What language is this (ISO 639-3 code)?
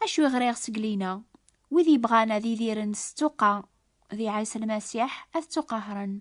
kab